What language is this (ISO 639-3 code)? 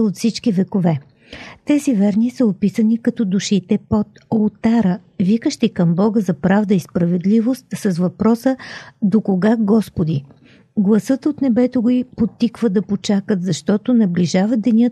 bul